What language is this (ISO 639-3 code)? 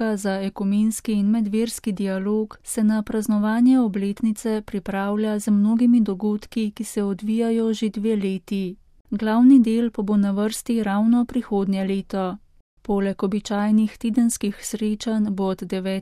slv